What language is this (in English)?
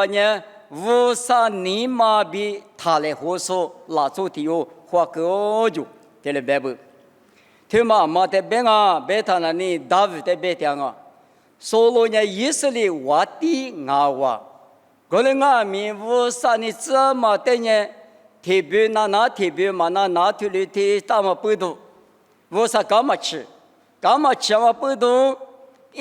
Lisu